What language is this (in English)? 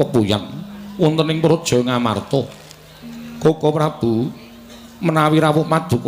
Javanese